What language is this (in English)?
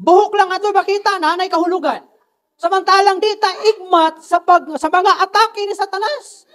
Cebuano